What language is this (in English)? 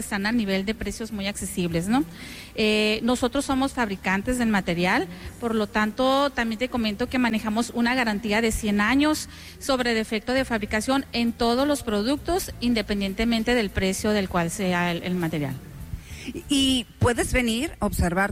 Spanish